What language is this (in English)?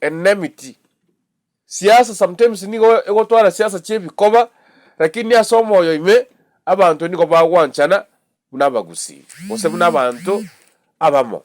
Gusii